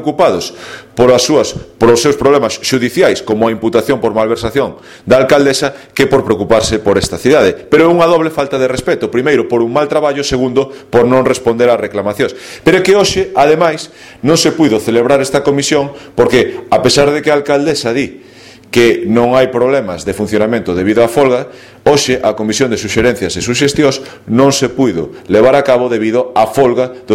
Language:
Galician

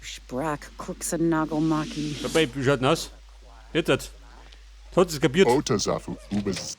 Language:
Bavarian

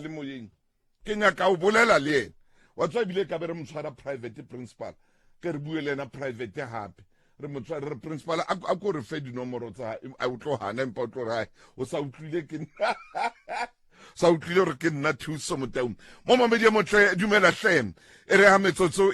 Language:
Southern Sotho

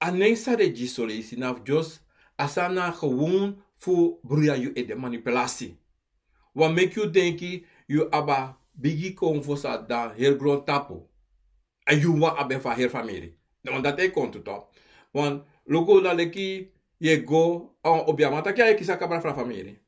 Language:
Sranan Tongo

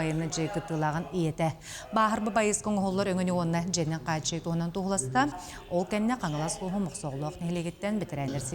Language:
Yakut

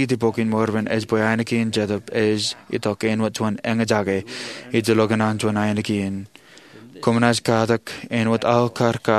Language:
Marshallese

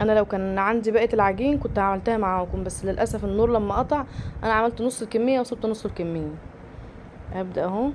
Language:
Egyptian Arabic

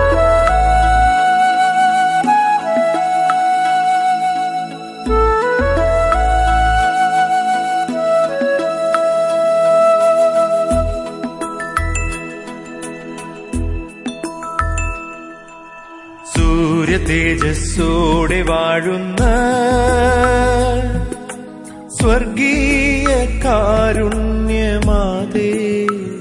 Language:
Malayalam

